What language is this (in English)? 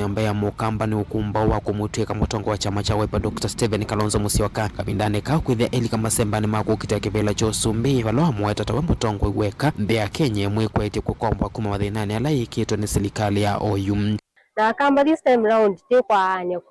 Kamba